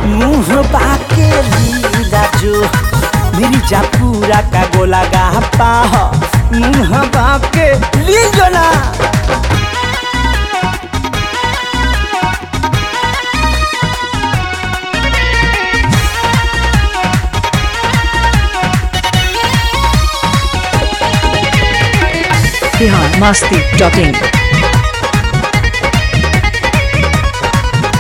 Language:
Bhojpuri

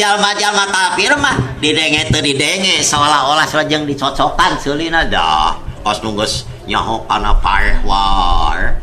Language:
Sundanese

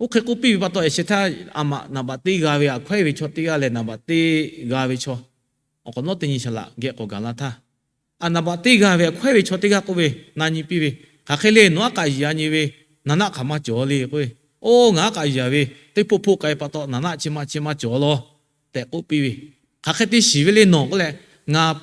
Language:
Lahu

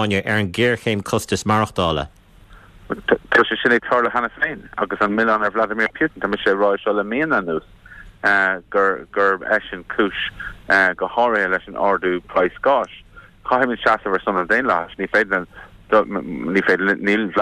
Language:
Irish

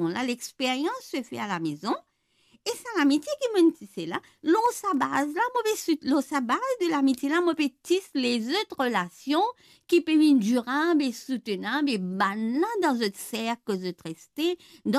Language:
Morisyen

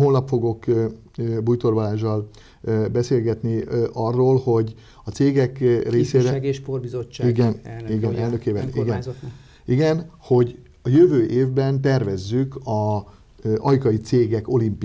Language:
Hungarian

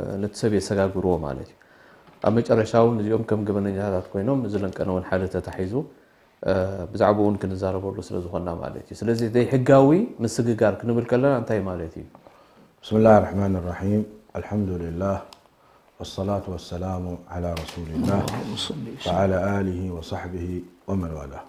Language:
Tigrinya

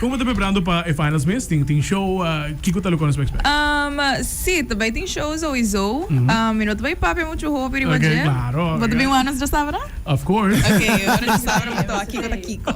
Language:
Papiamento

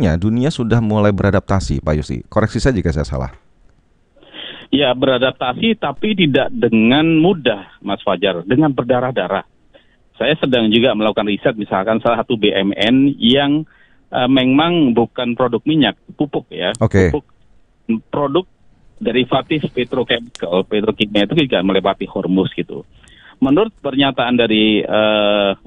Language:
Indonesian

